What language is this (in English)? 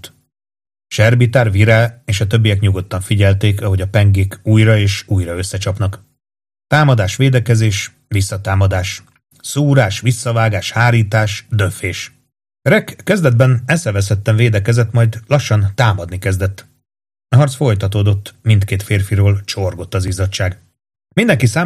Hungarian